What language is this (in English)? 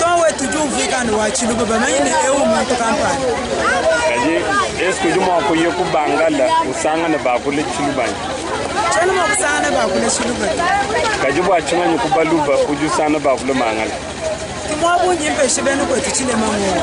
Luba-Lulua